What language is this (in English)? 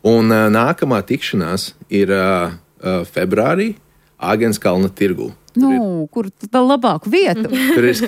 Latvian